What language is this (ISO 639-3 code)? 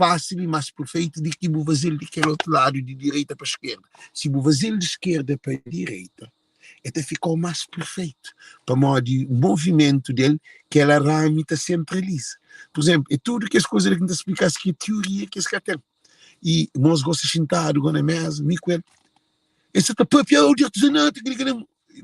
kea